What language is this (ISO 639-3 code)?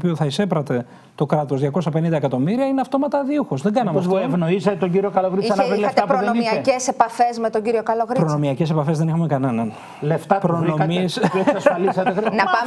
ell